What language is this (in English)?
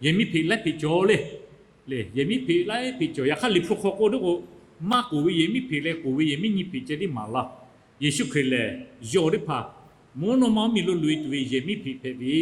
Lahu